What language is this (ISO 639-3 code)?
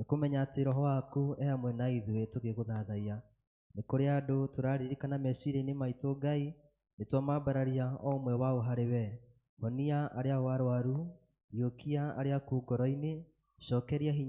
kik